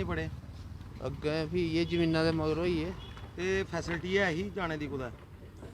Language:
Dogri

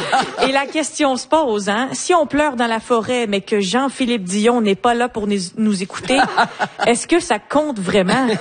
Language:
French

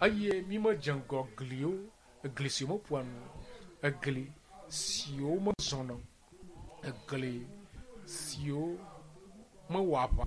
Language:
Ewe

